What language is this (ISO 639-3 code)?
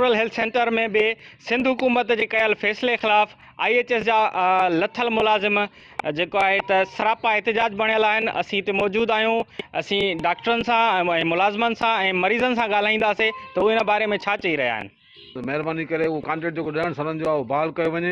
snd